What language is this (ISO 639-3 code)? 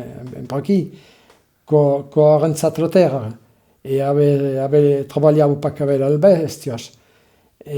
oci